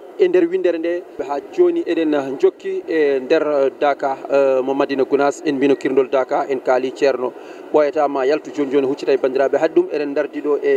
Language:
Fula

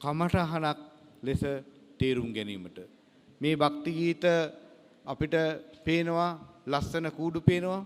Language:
Sinhala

